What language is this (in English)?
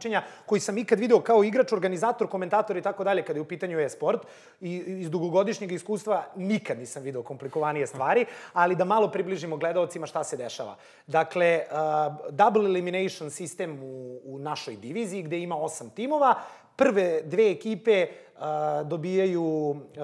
Serbian